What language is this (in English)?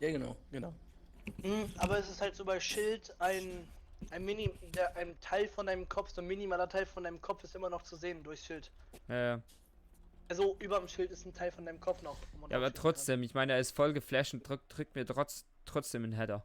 Swiss German